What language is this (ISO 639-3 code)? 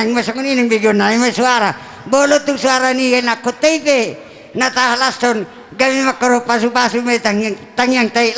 bbc